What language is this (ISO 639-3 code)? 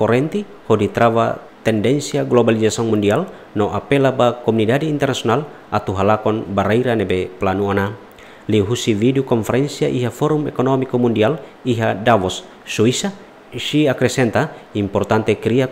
tet